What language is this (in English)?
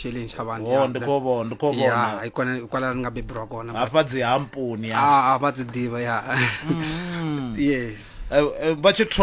Venda